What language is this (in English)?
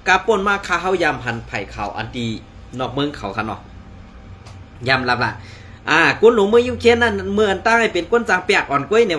Shan